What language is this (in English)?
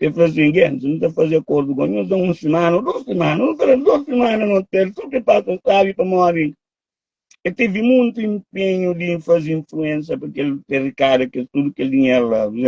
Kabuverdianu